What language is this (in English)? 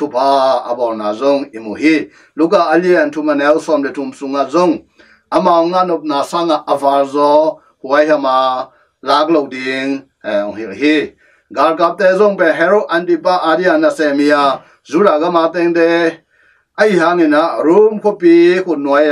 Tedim Chin